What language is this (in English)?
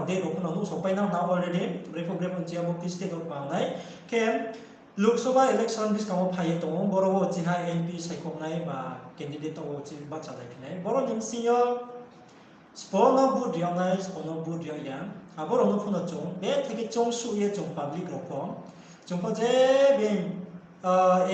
Riang (India)